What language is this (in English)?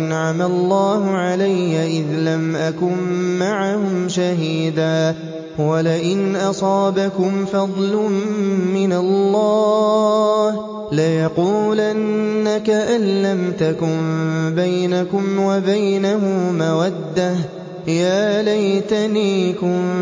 Arabic